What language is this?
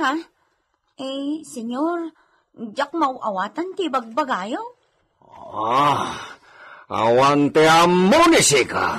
Iloko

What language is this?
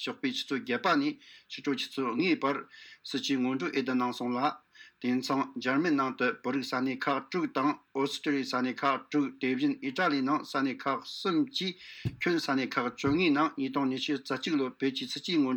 Tibetan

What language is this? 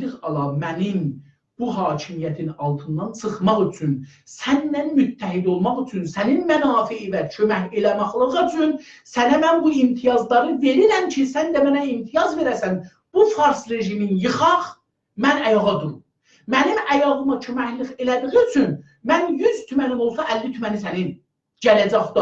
South Azerbaijani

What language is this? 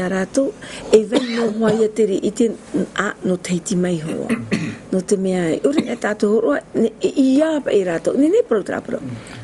Tahitian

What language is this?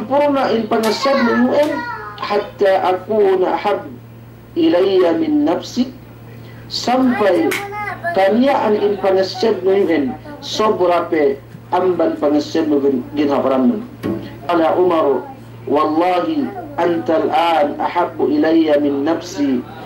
Yakan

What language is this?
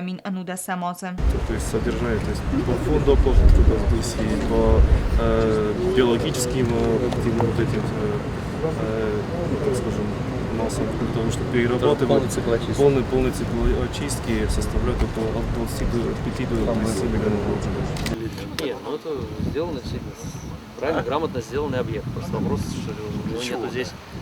Ossetic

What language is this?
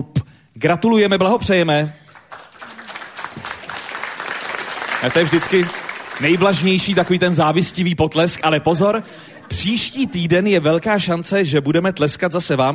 Czech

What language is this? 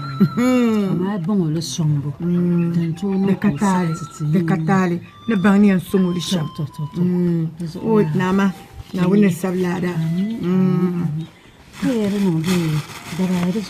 Dagbani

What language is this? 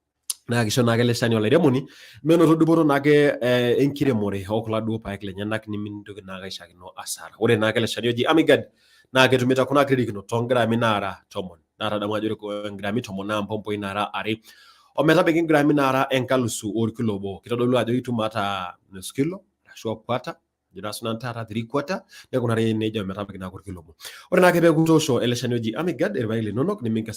Masai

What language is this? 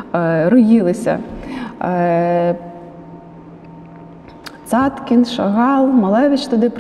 Ukrainian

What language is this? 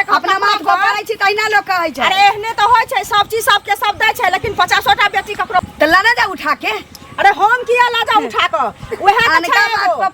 Maithili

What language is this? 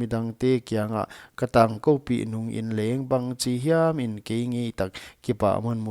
Paite Chin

